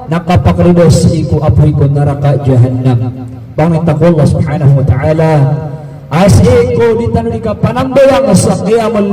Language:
Maranao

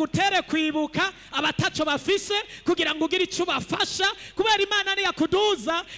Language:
Rundi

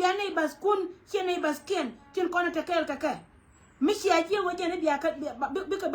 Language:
Nuer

